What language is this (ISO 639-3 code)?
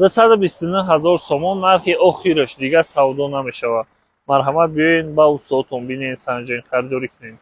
tgk